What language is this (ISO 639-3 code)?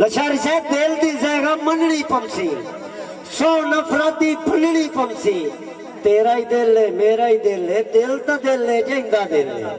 skr